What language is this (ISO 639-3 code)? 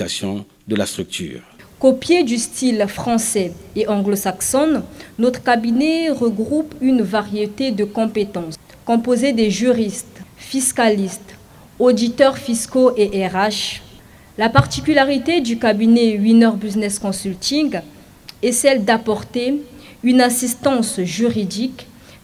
fra